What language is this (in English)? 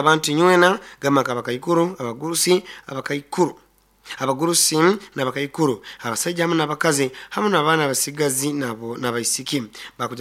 Nyankole